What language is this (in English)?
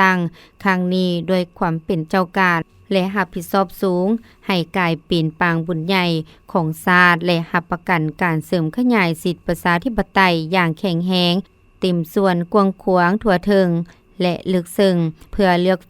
Lao